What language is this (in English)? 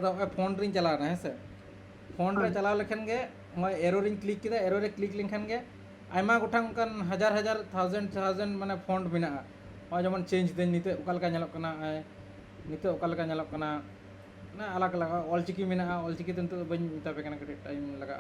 Santali